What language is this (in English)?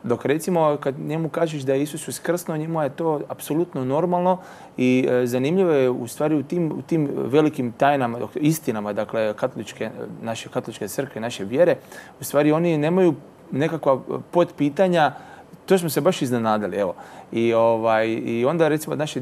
Croatian